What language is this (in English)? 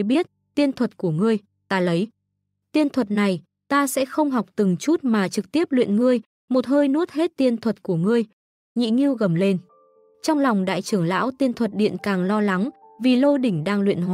Vietnamese